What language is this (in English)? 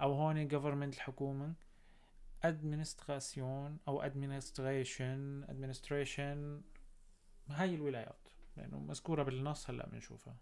North Levantine Arabic